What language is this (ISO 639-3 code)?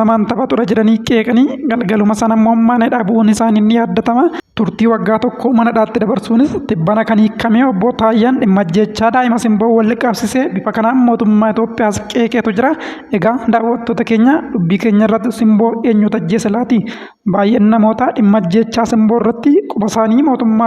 orm